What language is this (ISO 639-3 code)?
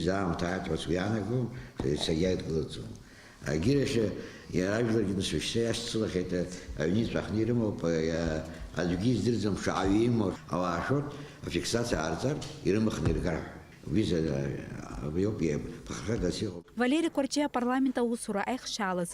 abk